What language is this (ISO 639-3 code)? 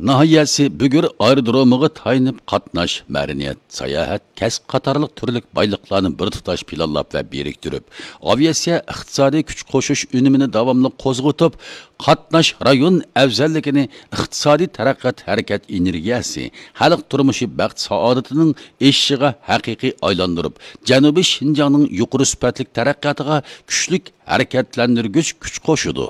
uig